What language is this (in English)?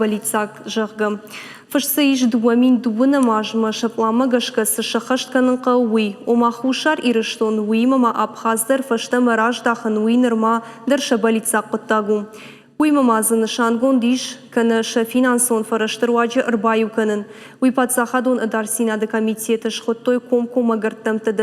Ossetic